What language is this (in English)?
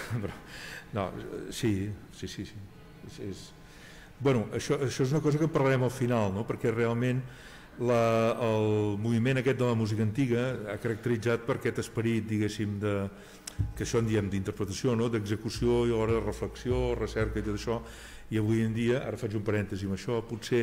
Catalan